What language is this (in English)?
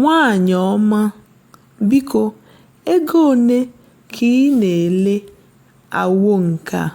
Igbo